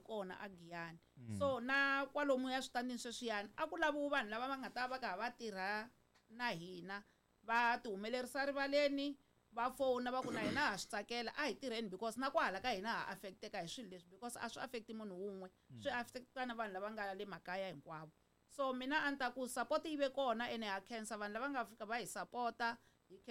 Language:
Tsonga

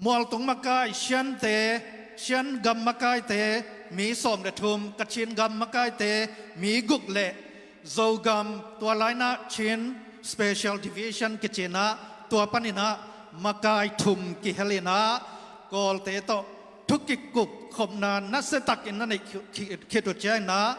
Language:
Tedim Chin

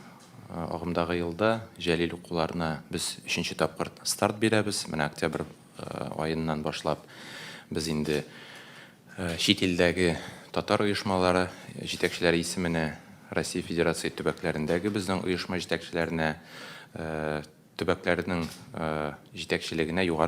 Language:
Tatar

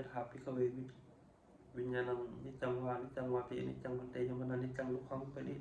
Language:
Pali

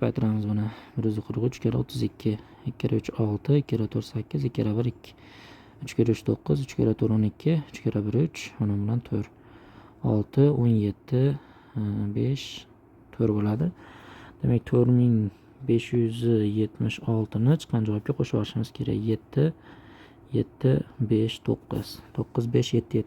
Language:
Uzbek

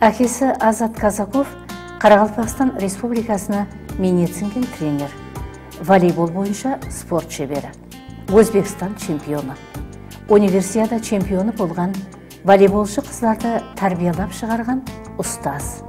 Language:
Kara-Kalpak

